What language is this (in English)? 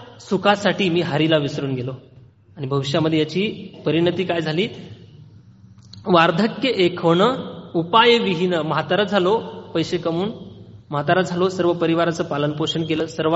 Marathi